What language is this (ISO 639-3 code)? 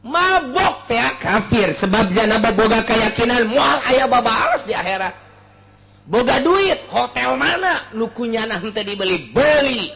sun